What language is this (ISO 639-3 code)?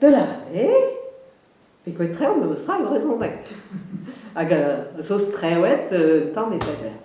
bre